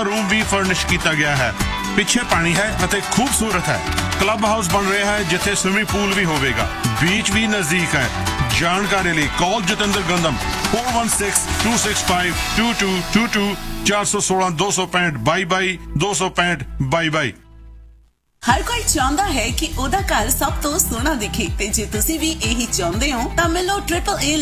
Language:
Punjabi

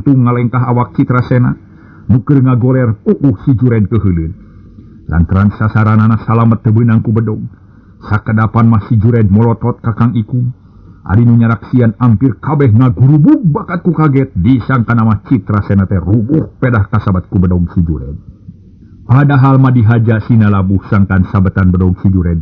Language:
Sundanese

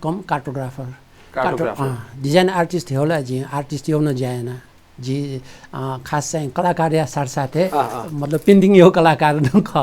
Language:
Newari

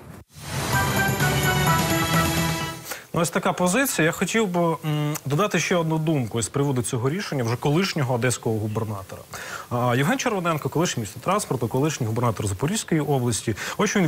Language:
Ukrainian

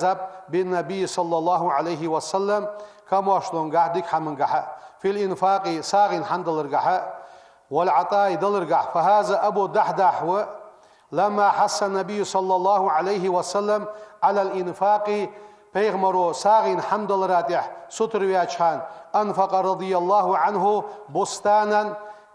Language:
Ingush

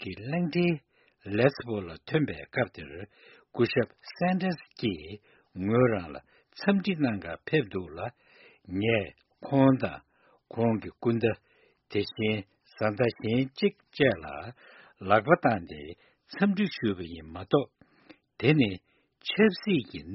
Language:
Tibetan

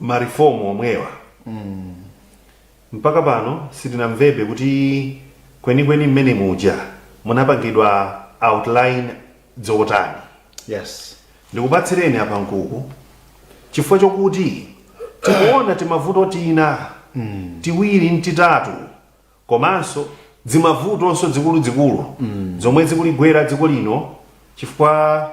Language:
Nyanja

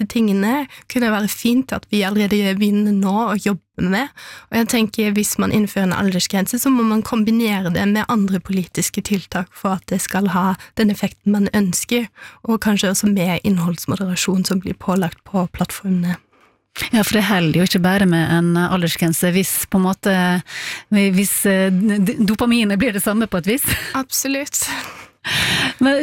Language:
Norwegian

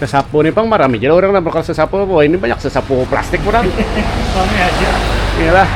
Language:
Banjar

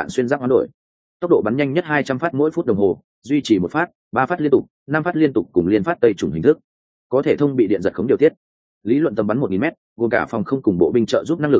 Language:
Vietnamese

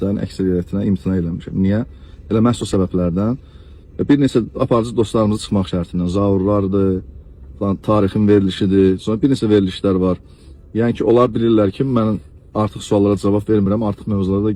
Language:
Azerbaijani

